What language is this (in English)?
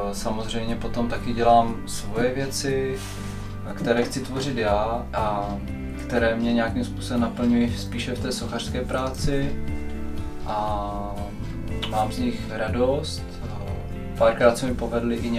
Czech